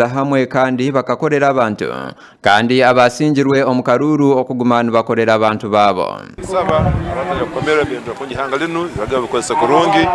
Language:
Nyankole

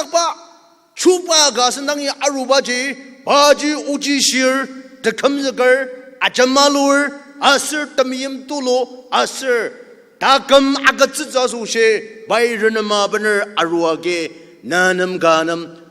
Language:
Ao Naga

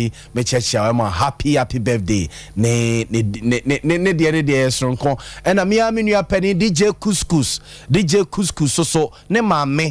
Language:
Akan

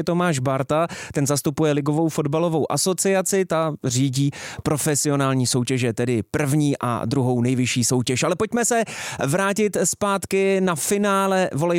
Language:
Czech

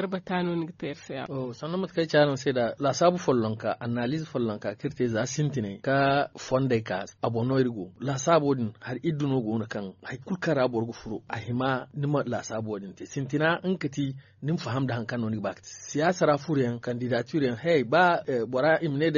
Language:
Zarma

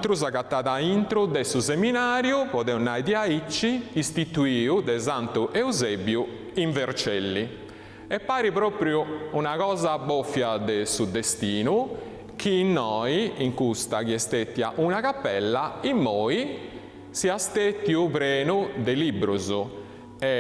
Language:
Sardinian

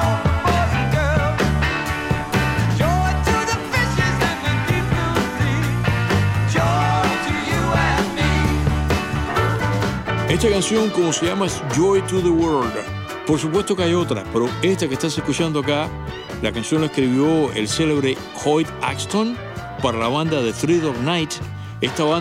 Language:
Spanish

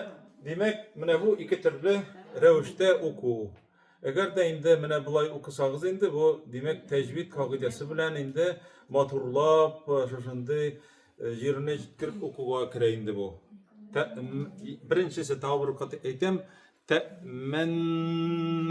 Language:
Tatar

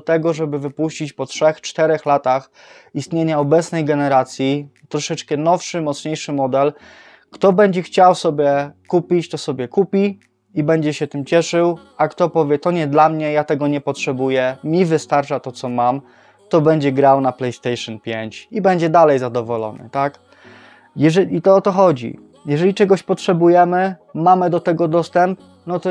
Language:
Polish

